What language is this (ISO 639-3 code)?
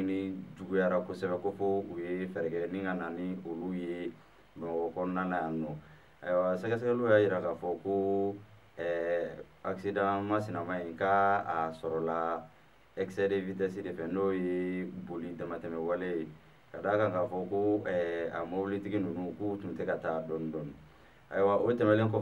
bam